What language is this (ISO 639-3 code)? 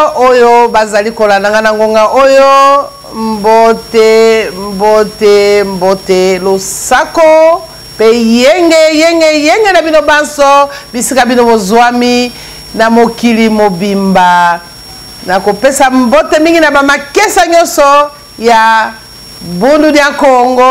lin